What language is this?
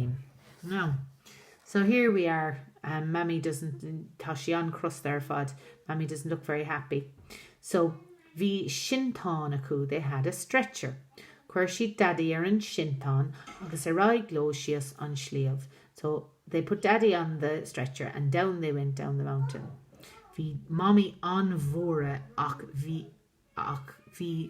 Irish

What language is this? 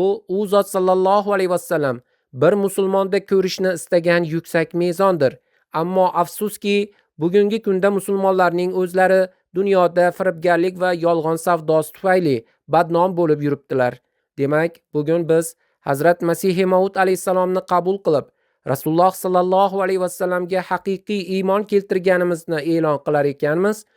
Uzbek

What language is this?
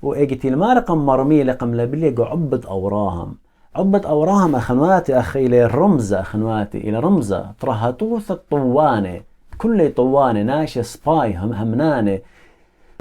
Assyrian Neo-Aramaic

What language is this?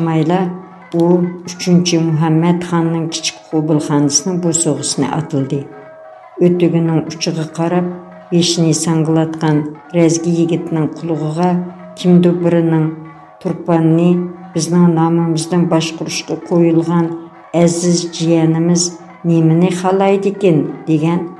Uyghur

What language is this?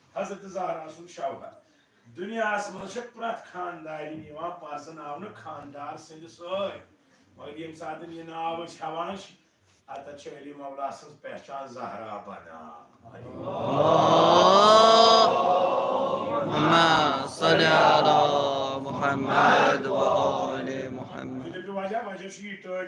Kashmiri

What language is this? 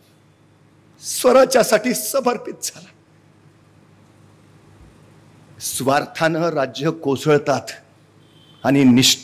Marathi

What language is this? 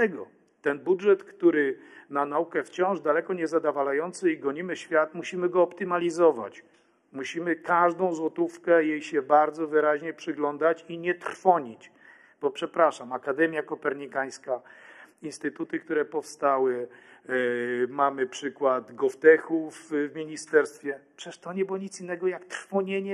Polish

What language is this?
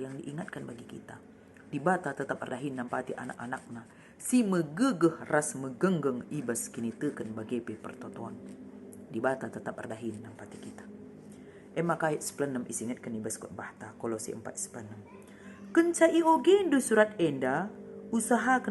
Batak Karo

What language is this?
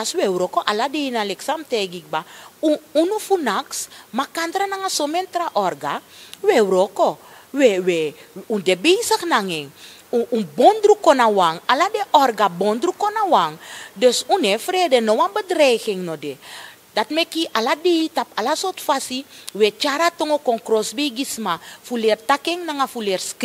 Sranan Tongo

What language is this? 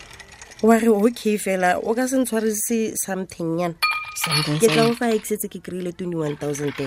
Tswana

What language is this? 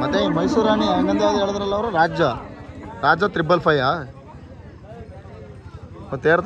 Kannada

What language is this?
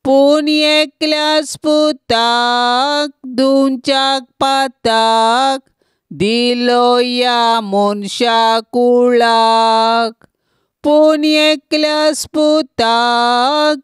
Konkani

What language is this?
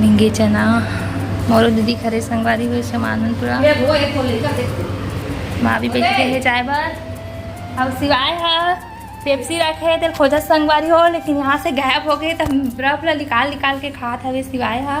Chhattisgarhi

